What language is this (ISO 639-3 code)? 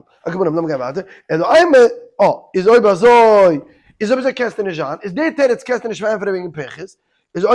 yid